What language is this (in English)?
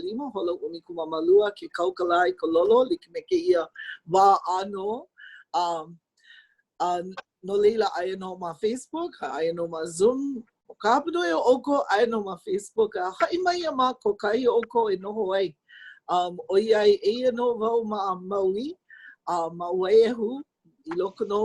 Hawaiian